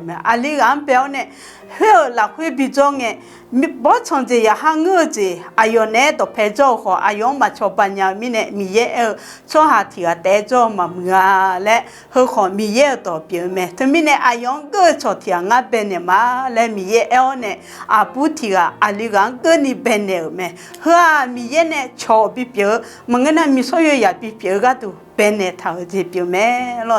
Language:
Akha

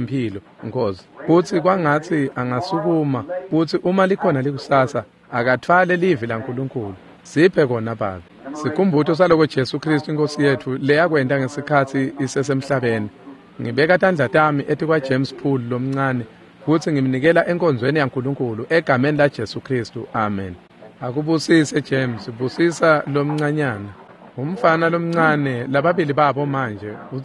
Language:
Swati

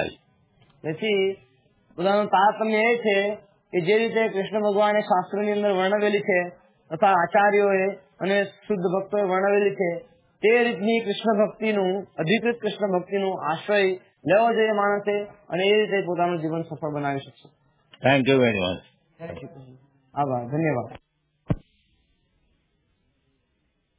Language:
Gujarati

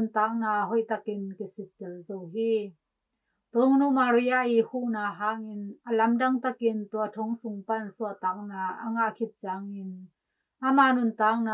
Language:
Tedim Chin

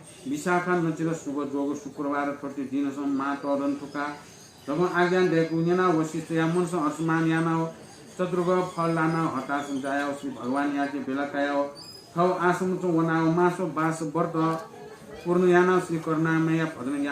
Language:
Newari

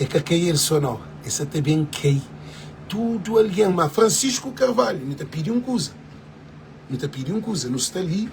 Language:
Kabuverdianu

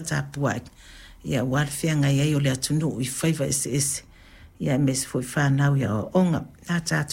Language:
Samoan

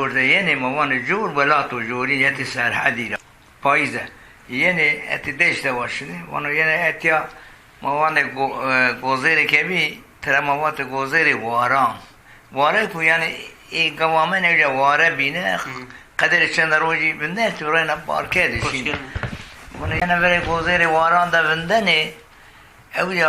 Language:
Zaza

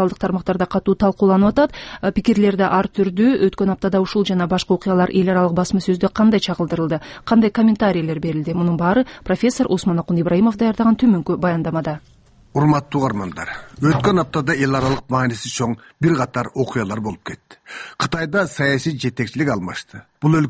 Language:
Kyrgyz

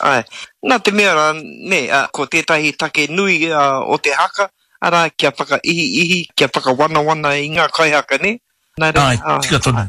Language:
Māori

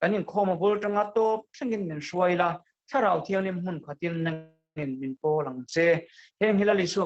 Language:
Mizo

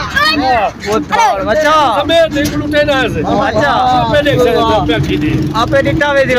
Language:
Saraiki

